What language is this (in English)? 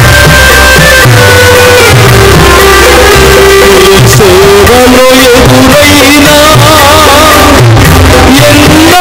Telugu